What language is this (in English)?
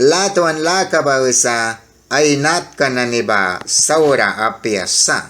Mískito